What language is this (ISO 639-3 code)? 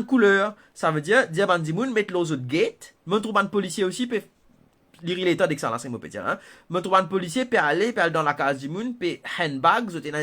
mfe